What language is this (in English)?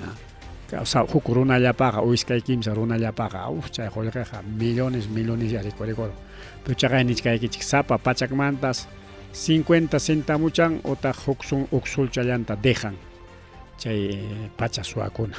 Ayacucho Quechua